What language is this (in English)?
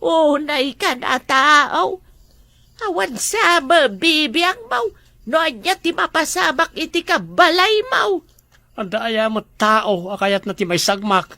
Iloko